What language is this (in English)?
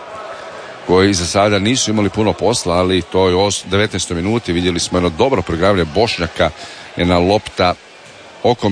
Croatian